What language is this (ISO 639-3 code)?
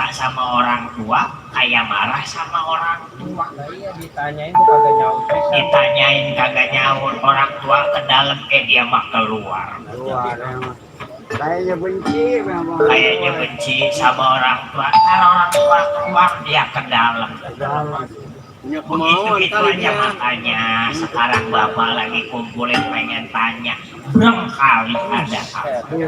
bew